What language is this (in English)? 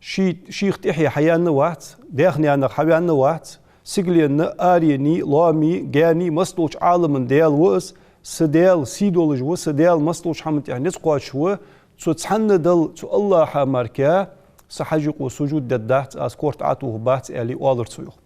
Ingush